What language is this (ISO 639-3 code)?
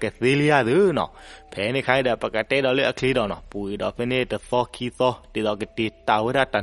ksw